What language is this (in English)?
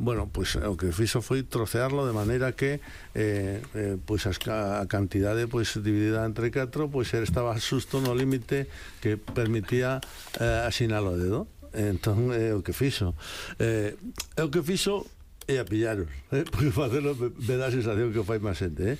Galician